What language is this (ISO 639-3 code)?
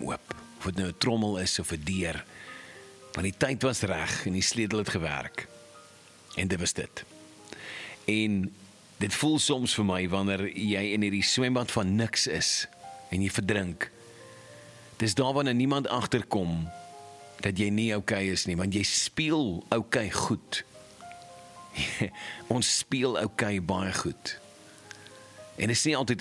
afr